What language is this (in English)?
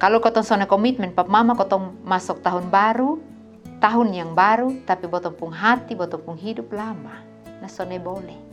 Kupang Malay